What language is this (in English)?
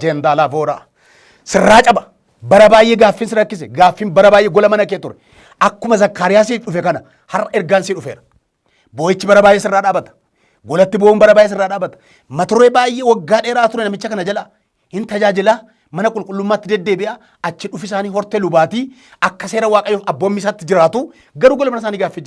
Oromo